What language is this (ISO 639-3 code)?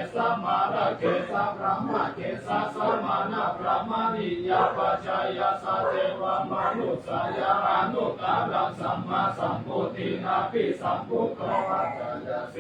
pli